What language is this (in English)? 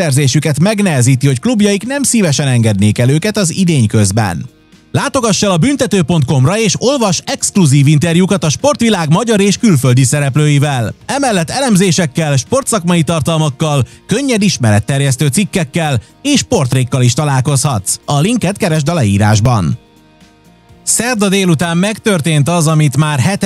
Hungarian